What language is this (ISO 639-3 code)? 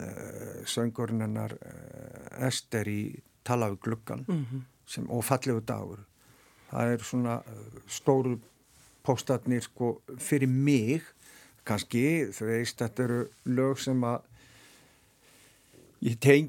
isl